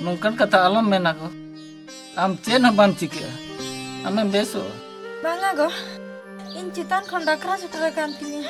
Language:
Santali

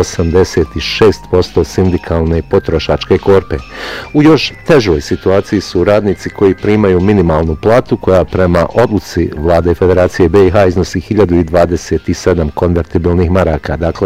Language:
Bosnian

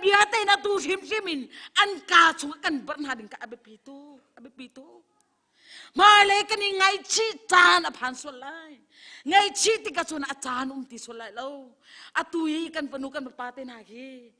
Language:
Hakha Chin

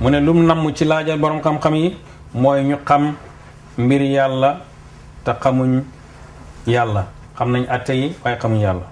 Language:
Wolof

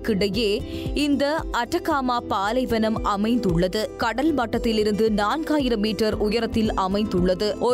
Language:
Tamil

